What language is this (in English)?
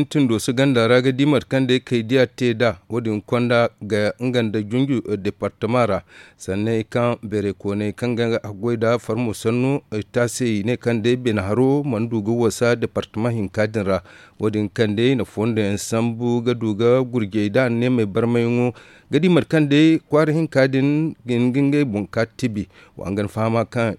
Zarma